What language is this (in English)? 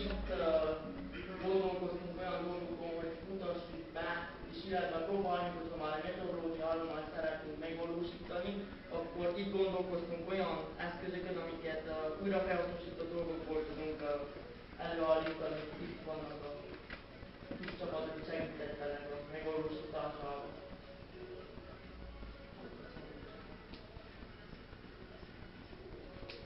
Hungarian